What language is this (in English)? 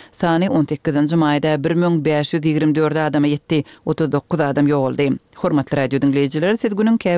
Turkmen